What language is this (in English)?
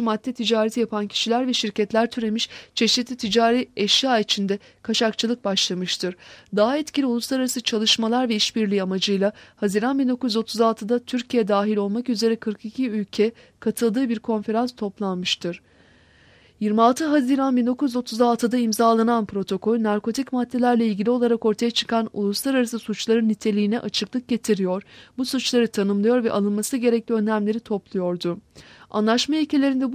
Turkish